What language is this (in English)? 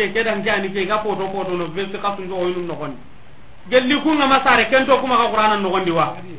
Soninke